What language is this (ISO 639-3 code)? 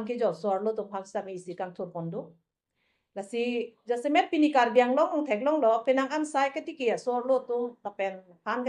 mjw